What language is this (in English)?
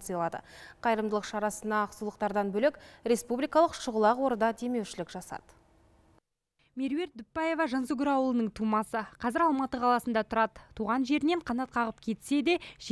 Kazakh